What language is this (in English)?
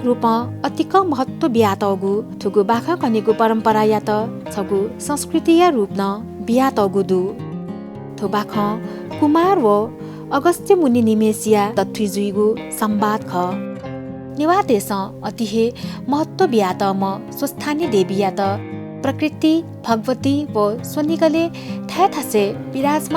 Newari